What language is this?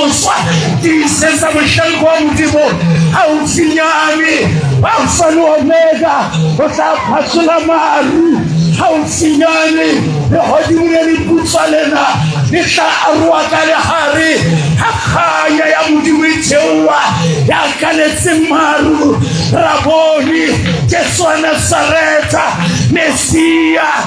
Southern Sotho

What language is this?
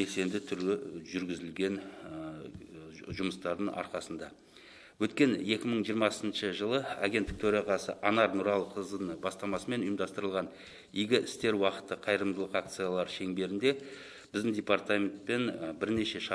Kazakh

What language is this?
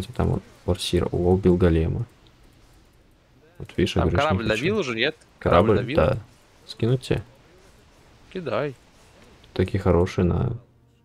Russian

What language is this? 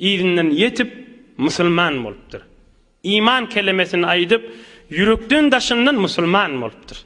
Turkmen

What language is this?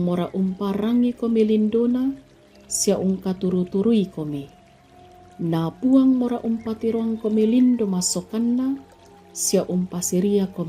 Toraja-Sa'dan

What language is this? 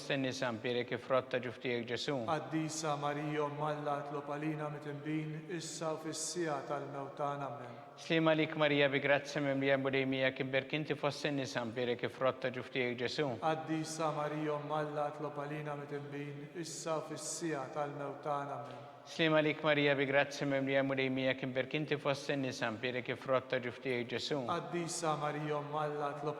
Maltese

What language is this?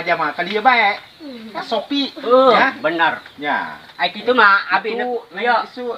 Sundanese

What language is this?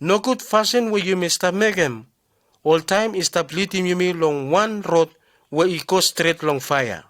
Bislama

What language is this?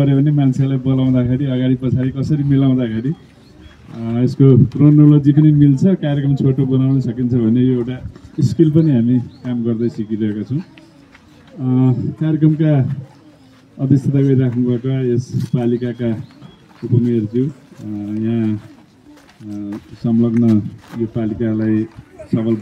Nepali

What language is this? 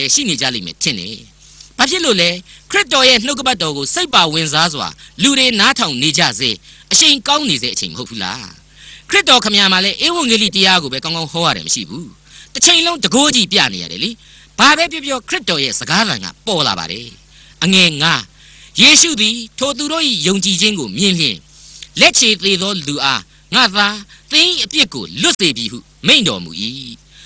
Burmese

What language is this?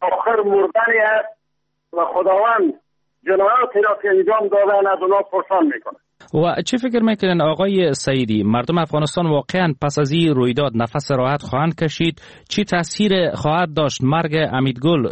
Persian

